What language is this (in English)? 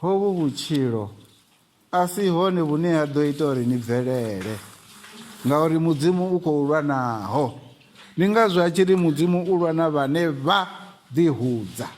Venda